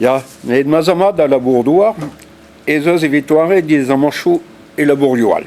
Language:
Breton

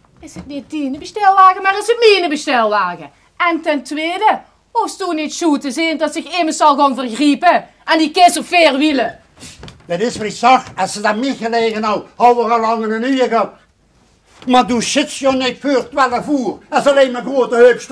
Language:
Limburgish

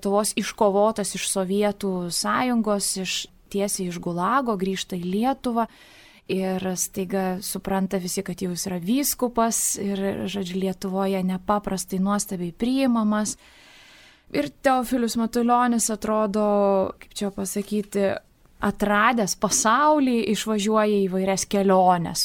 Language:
Lithuanian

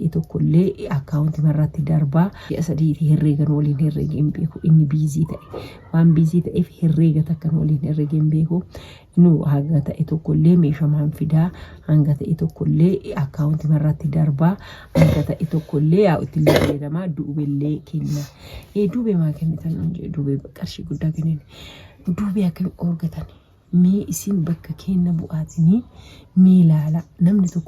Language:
Oromo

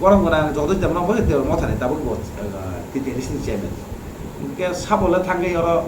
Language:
Kok Borok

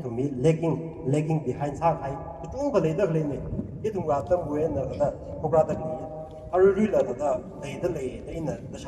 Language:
Tangkhul Naga (India)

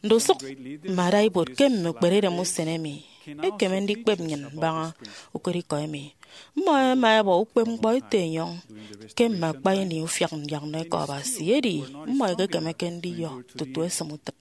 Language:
Efik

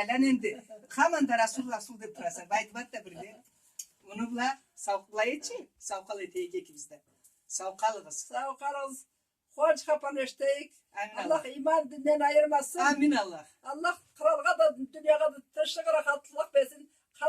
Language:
Karachay-Balkar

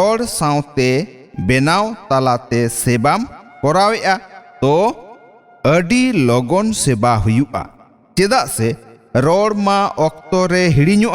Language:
Santali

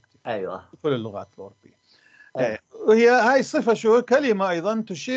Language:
North Levantine Arabic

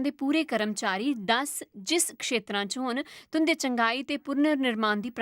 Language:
Dogri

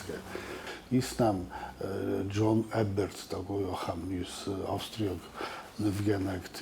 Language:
Ossetic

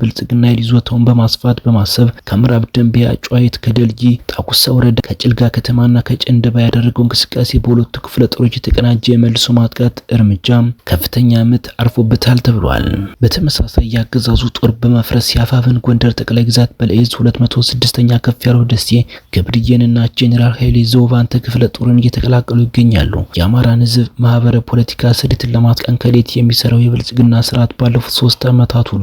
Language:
Amharic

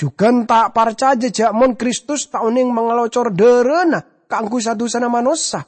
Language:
Madurese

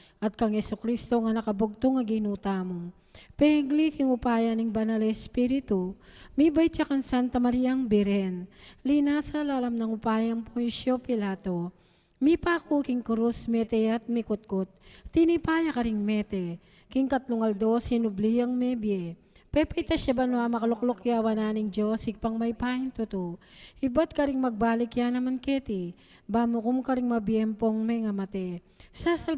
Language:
Pampanga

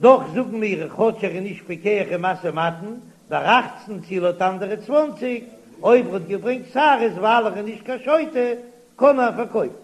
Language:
Yiddish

